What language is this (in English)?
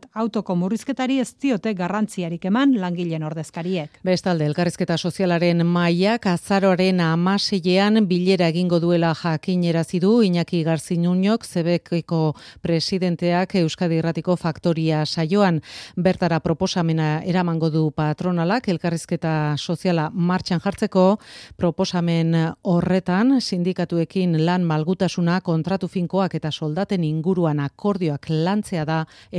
Basque